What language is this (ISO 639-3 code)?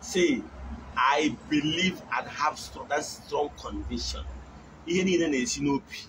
ibo